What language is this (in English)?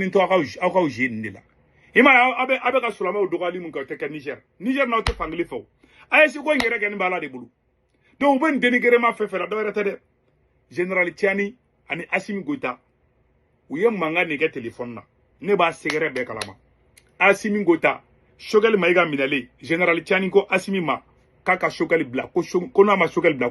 Bambara